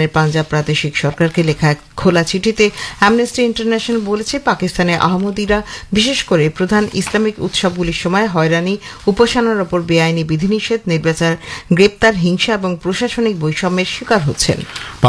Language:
Bangla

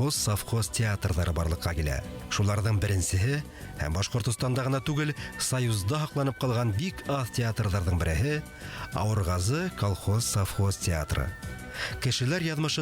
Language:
Bashkir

